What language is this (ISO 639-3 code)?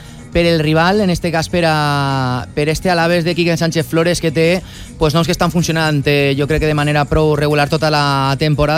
cat